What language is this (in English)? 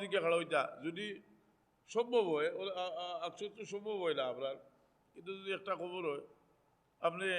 Sylheti